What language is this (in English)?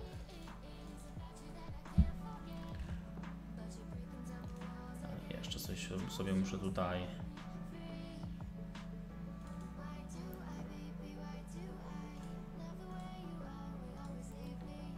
Polish